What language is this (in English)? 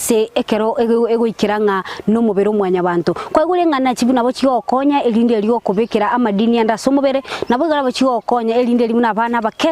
Gusii